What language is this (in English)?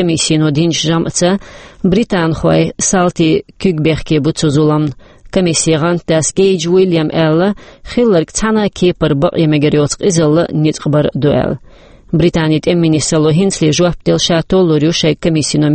Chechen